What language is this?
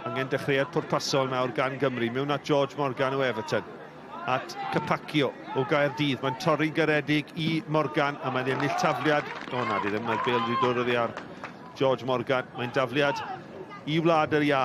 Welsh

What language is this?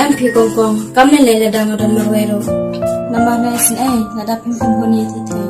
Khasi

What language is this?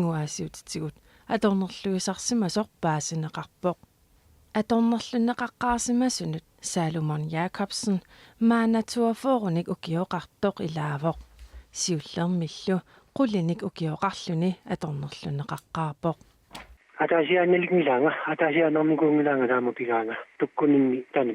Kalaallisut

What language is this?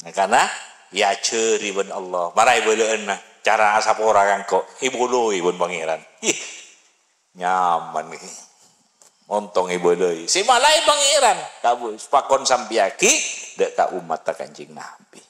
Madurese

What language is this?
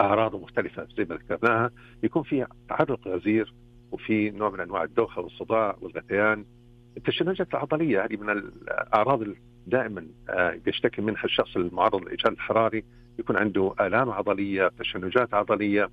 Najdi Arabic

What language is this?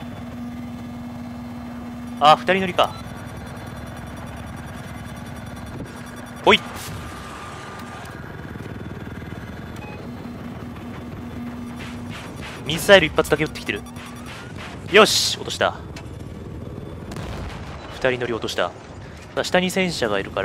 Japanese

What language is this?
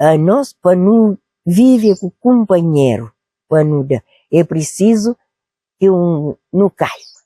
Kabuverdianu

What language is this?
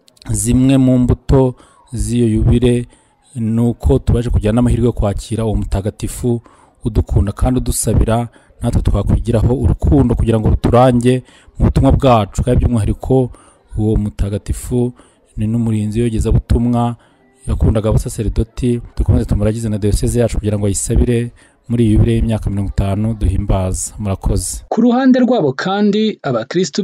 Kinyarwanda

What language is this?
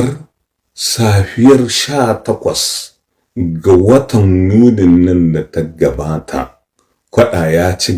Hausa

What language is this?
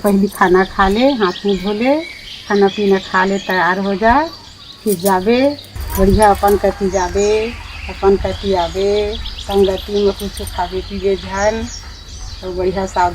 Chhattisgarhi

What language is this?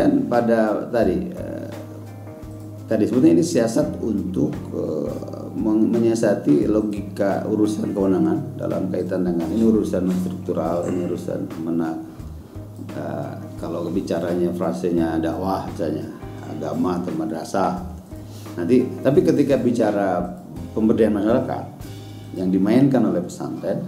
Indonesian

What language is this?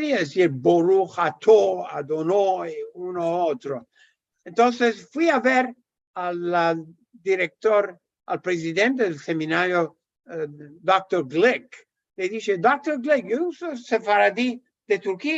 Ladino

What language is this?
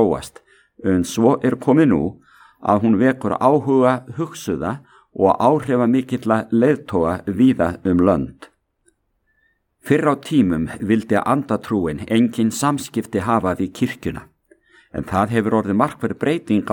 Icelandic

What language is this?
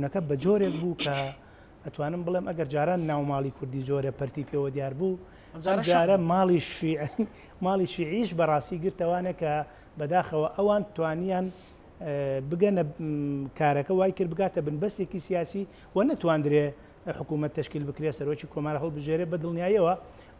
Central Kurdish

